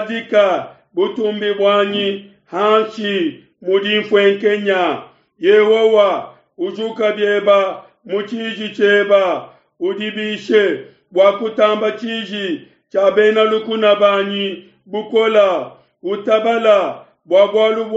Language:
Luba-Lulua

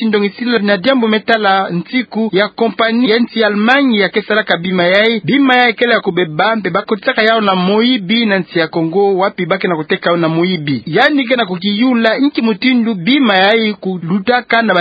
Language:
Kituba (Democratic Republic of Congo)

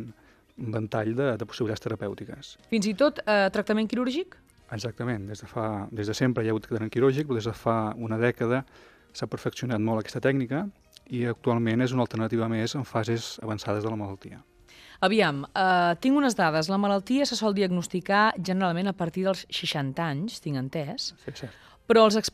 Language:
Catalan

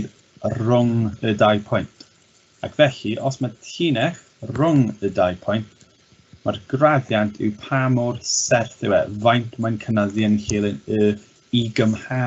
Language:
Welsh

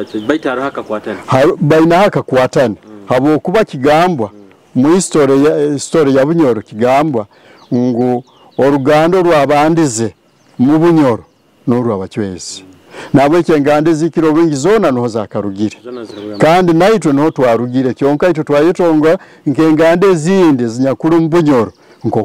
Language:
Nyoro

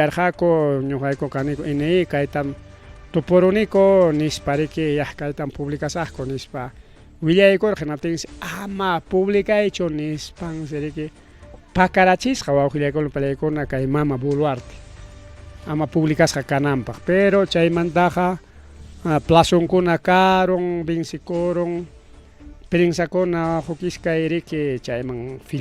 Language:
Ayacucho Quechua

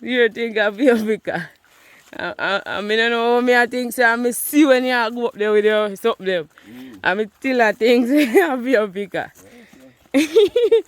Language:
Jamaican Creole English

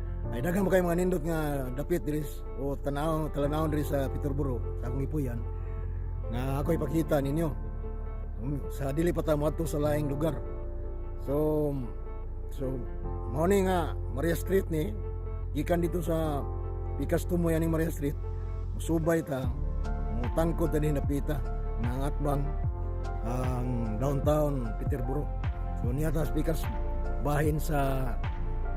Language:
Cebuano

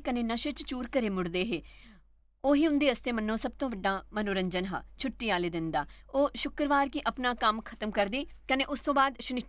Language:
Dogri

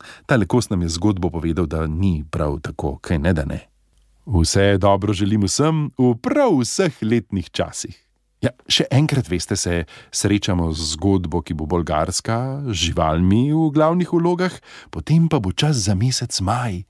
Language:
Slovenian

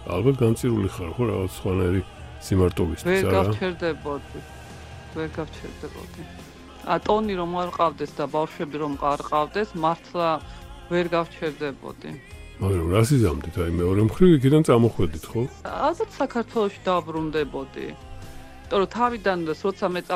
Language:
Georgian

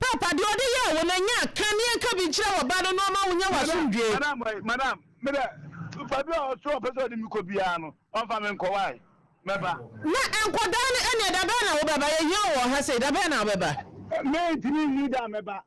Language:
Akan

